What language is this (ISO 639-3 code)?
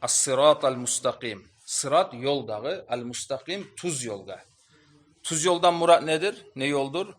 kum